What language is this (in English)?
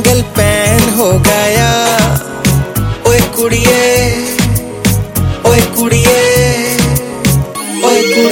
Punjabi